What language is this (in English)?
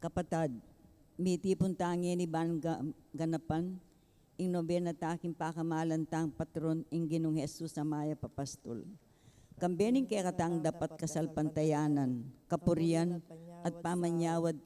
Pampanga